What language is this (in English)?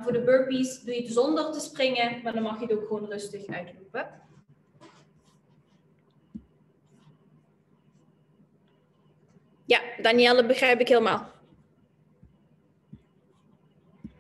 Dutch